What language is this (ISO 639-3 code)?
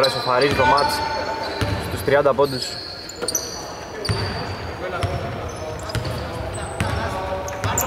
ell